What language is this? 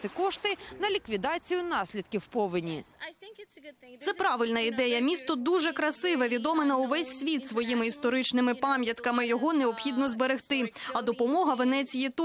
Ukrainian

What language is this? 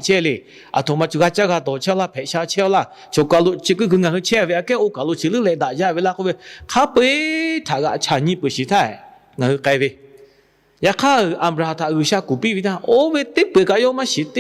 Lahu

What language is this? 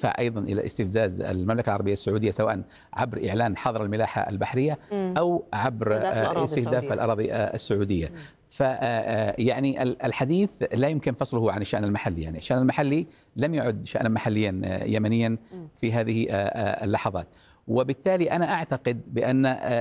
Arabic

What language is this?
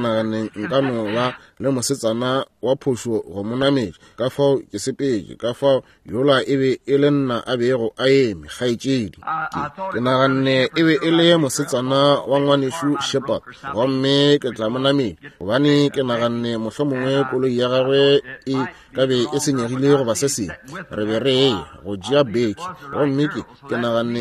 Northern Sotho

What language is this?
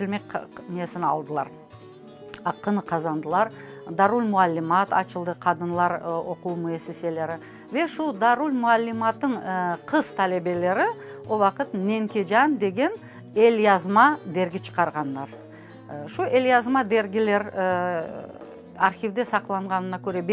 Crimean Tatar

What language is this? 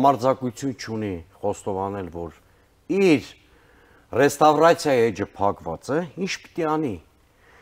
Armenian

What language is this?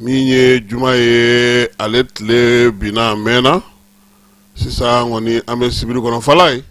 Bambara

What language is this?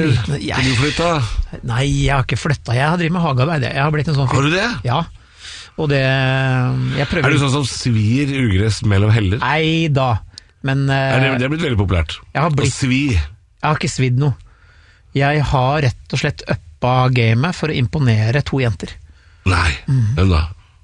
Norwegian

